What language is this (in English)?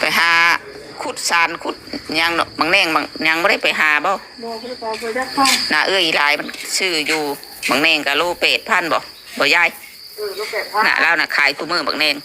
Northeastern Thai